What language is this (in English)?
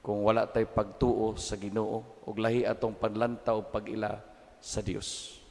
Cebuano